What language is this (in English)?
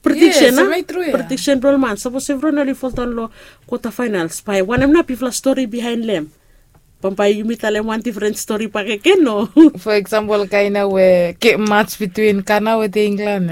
Bislama